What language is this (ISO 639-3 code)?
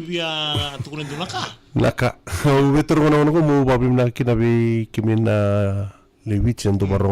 fij